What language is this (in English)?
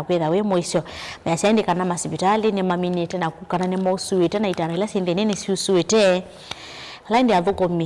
Kamba